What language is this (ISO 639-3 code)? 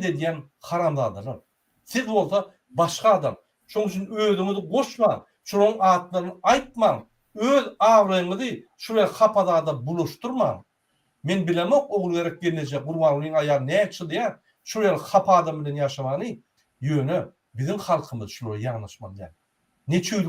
tuk